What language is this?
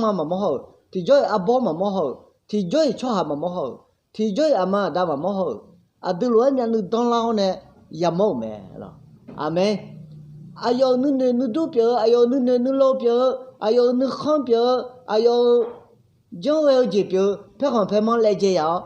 Akha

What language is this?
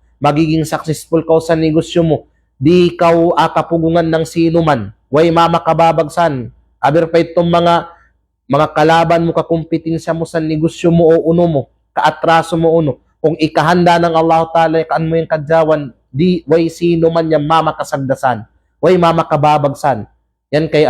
Kalagan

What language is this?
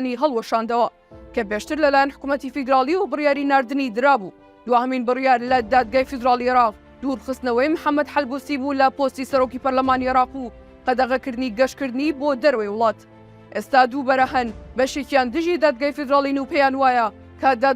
Central Kurdish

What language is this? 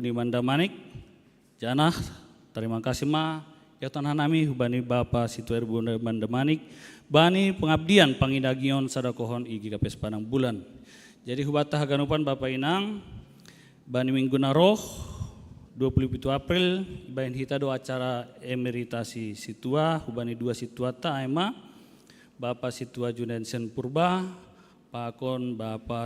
Batak Simalungun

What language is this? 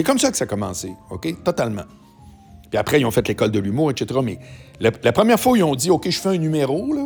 French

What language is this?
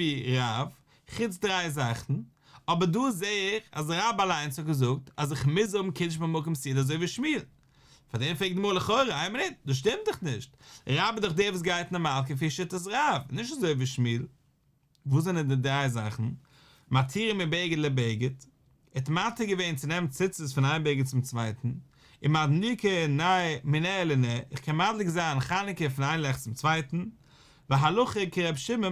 Yiddish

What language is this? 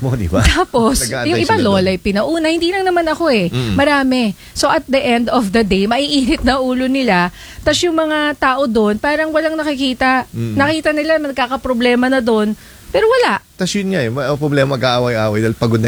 Filipino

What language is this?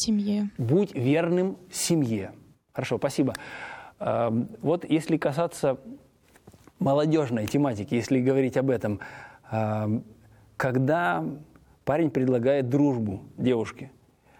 Russian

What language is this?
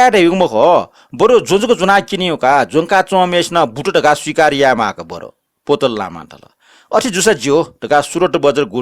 Newari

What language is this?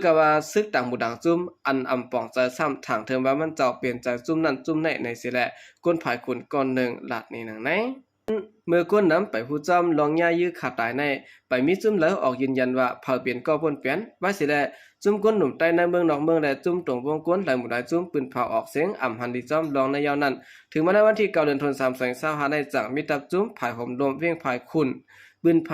Shan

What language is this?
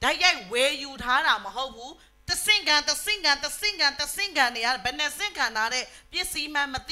Burmese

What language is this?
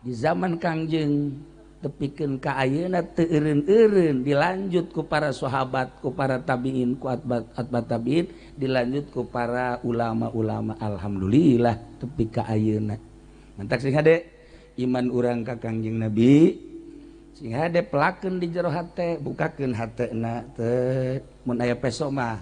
Sundanese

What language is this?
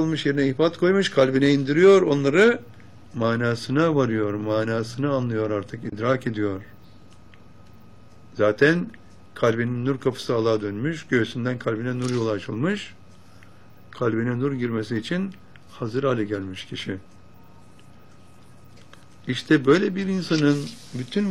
Turkish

